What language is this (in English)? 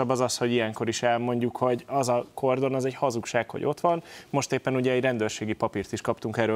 Hungarian